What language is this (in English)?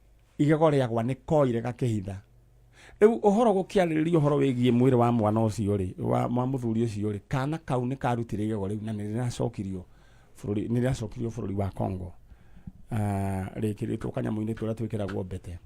Kikuyu